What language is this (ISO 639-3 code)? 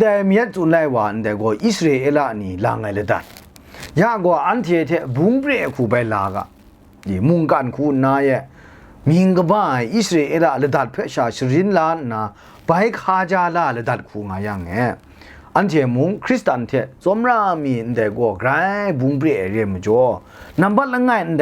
kac